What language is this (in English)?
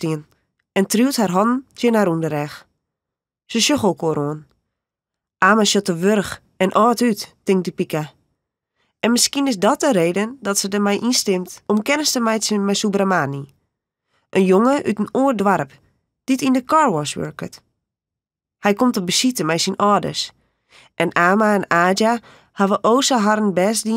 Western Frisian